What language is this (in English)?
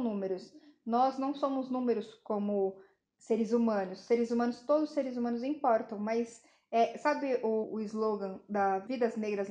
Portuguese